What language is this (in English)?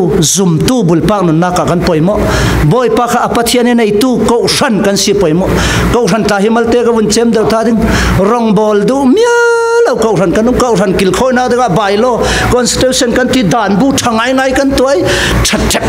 Falam Chin